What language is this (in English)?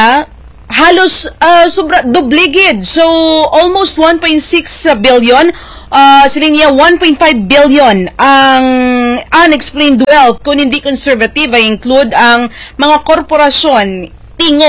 Hiligaynon